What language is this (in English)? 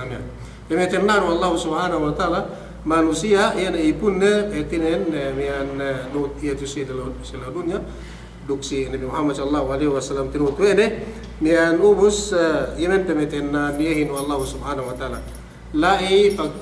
Yakan